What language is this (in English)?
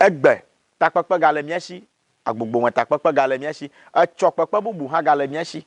Ewe